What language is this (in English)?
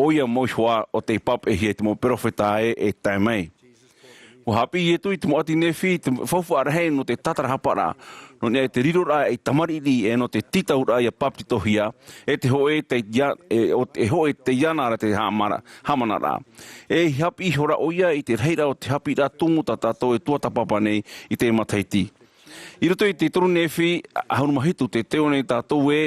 Tahitian